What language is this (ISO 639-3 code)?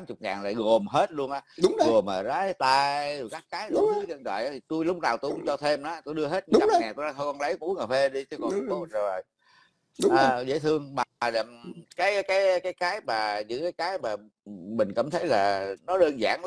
vie